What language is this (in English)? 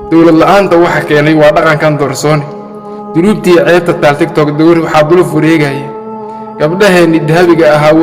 Somali